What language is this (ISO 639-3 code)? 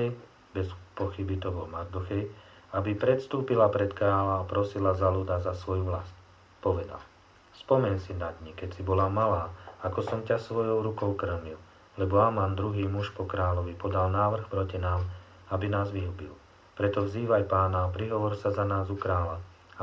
slk